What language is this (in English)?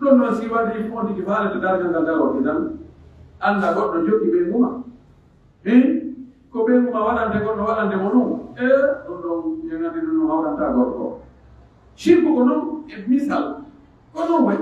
Pular